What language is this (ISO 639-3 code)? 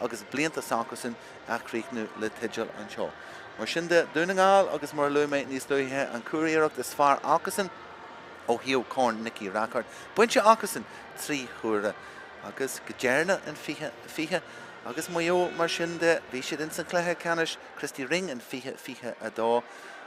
gle